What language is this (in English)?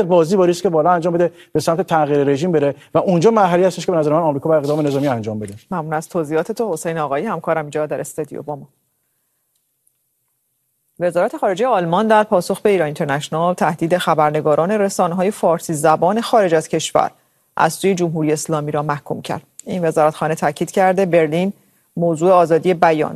Persian